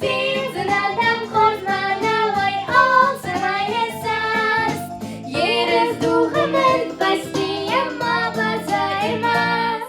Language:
Ossetic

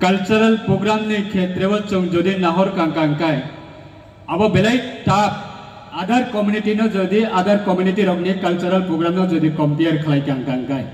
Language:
Riang (India)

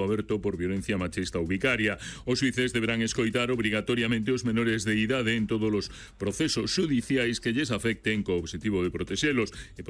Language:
Galician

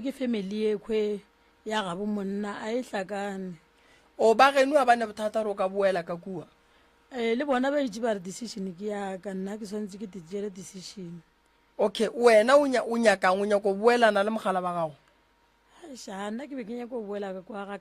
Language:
Northern Sotho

